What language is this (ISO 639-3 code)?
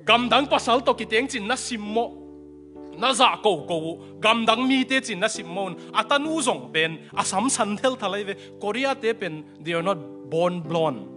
ctd